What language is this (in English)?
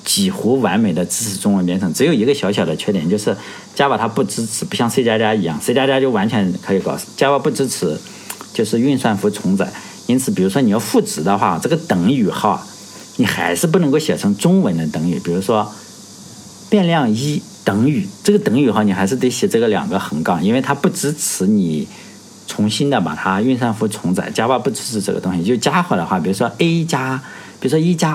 Chinese